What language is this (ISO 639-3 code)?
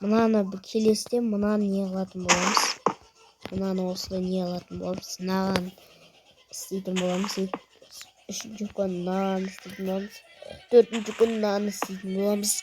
kaz